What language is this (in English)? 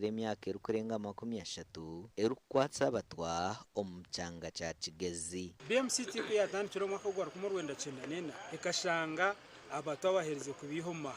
Nyankole